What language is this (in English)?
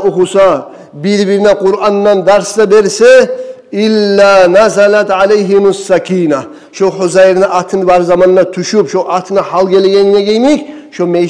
Kumyk